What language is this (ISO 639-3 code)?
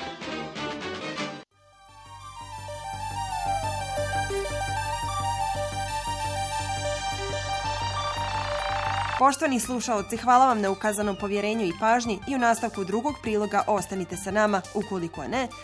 bos